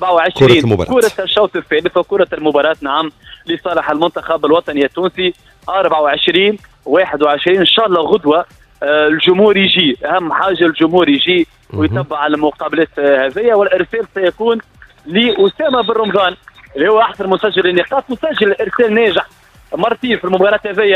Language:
Tunisian Arabic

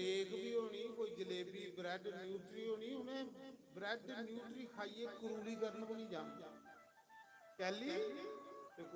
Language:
Dogri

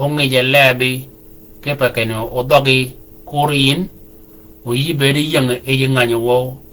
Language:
Shilluk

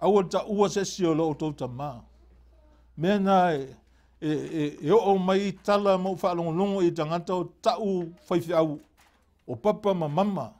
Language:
Samoan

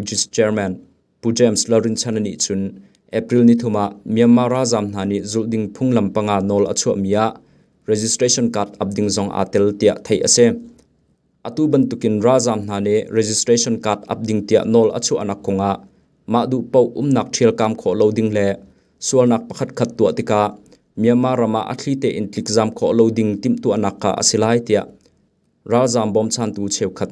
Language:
Hakha Chin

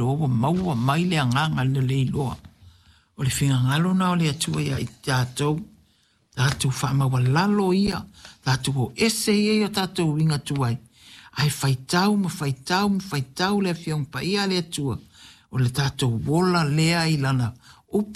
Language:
Samoan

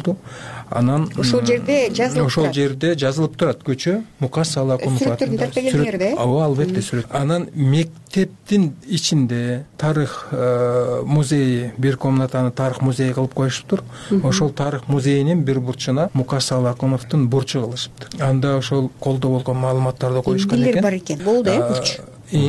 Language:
Kyrgyz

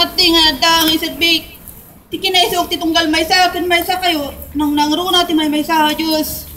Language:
Iloko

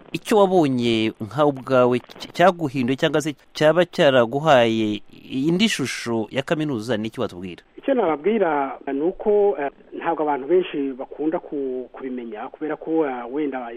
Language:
Kinyarwanda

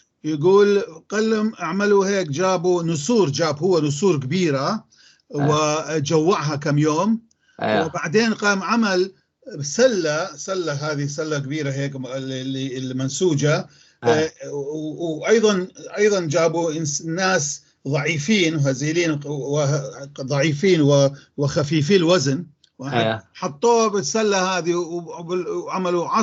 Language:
North Levantine Arabic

